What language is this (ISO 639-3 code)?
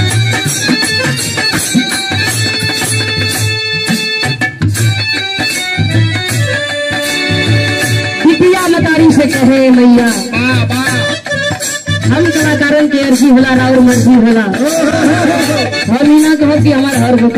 bho